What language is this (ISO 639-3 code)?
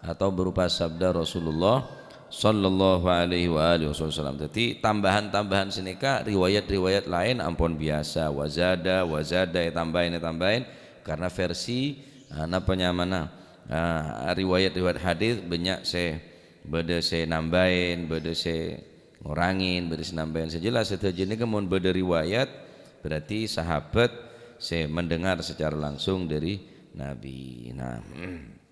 mad